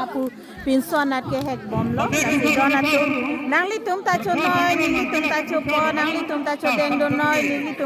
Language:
Karbi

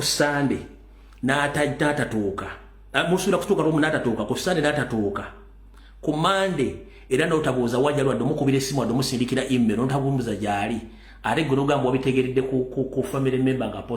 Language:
Ganda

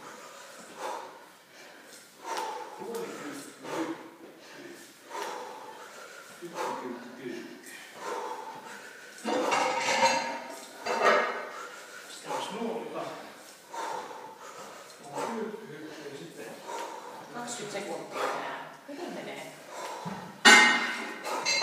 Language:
Finnish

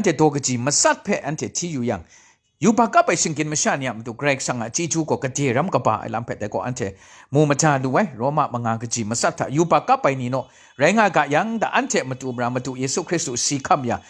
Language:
Kachin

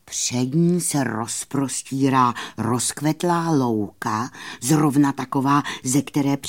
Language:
Czech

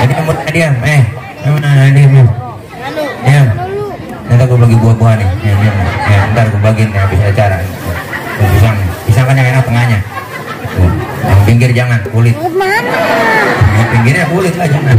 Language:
Betawi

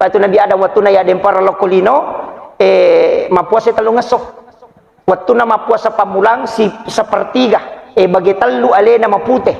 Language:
Buginese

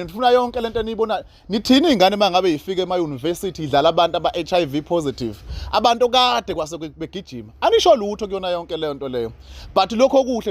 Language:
Zulu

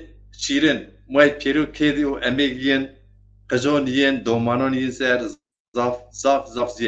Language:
Zaza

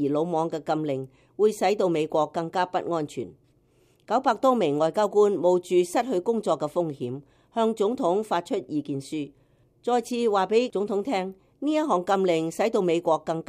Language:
Cantonese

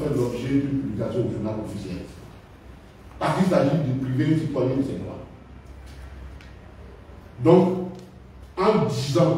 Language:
French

